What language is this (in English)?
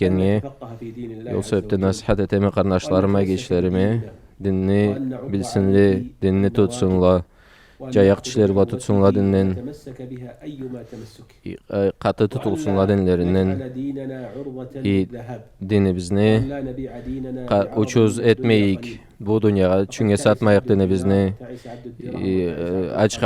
Karachay-Balkar